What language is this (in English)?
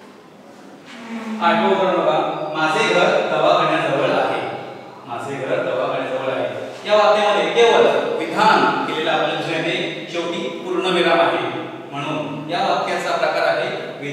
Marathi